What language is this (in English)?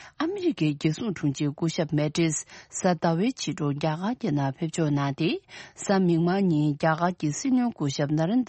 Tibetan